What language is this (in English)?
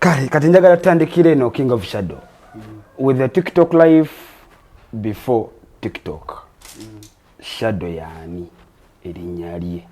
Ganda